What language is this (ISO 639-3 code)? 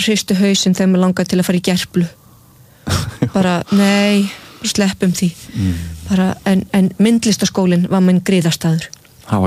isl